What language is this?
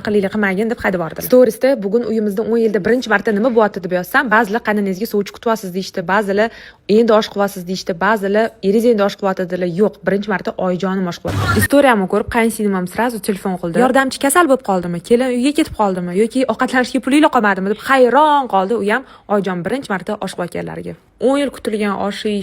Uzbek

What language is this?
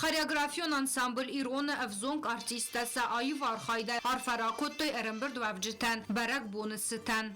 Ossetic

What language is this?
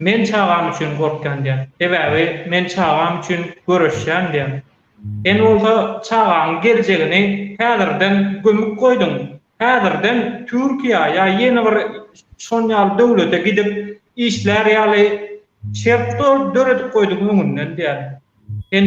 Turkmen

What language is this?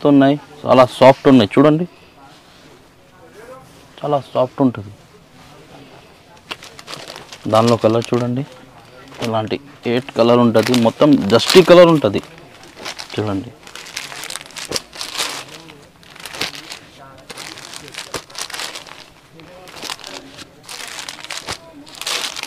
Telugu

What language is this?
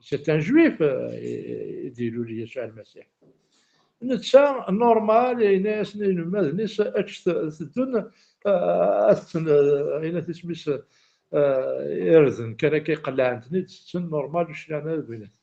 Kabyle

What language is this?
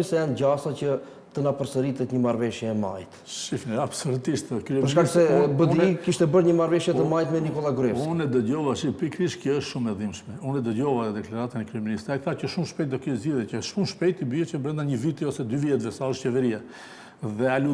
Albanian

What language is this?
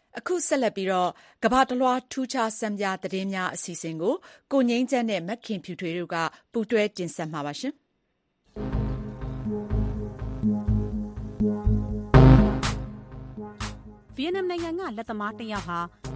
Burmese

